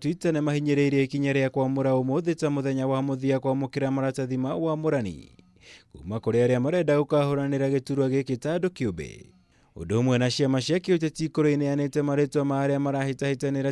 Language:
Kikuyu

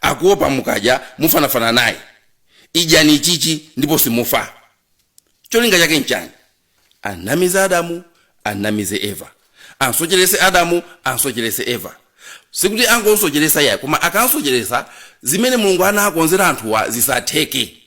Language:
Nyanja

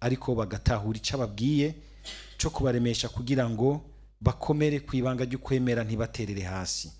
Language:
Rundi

